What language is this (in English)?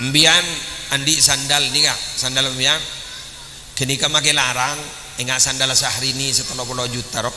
Madurese